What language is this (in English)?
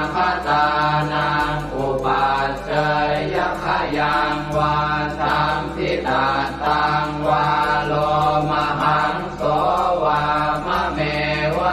Pali